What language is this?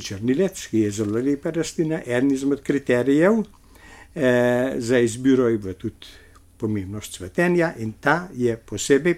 Slovenian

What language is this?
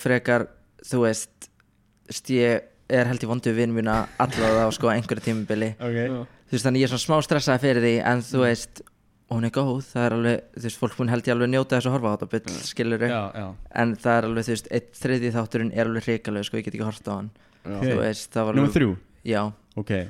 Icelandic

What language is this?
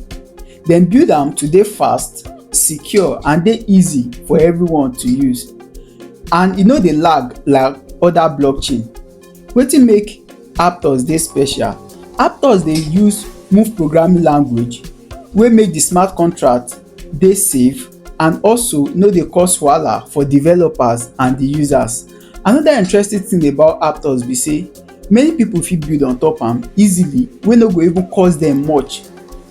Nigerian Pidgin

